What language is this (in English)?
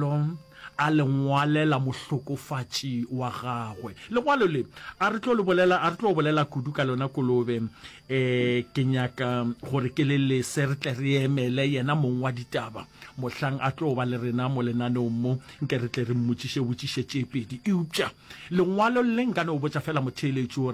Northern Sotho